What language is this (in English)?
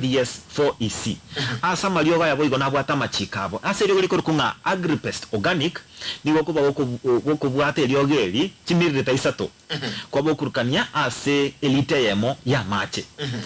Gusii